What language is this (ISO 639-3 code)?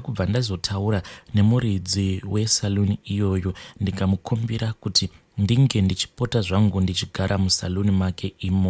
sna